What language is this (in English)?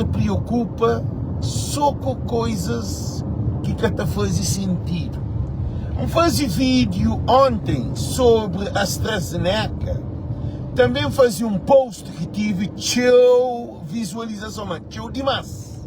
Kabuverdianu